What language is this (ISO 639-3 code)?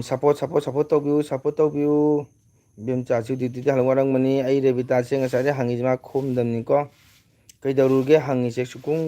mni